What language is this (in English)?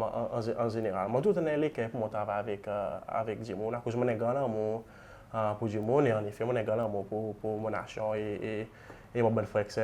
Seselwa Creole French